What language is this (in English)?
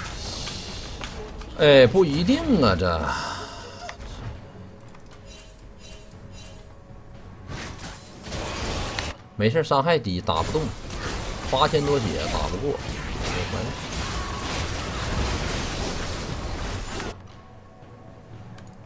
Chinese